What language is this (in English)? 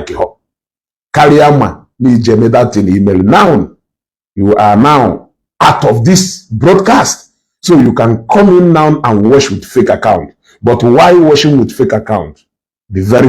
Igbo